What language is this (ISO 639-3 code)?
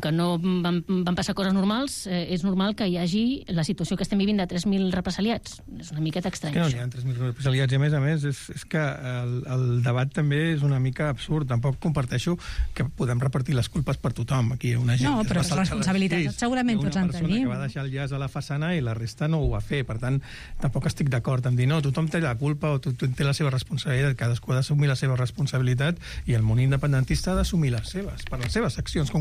cat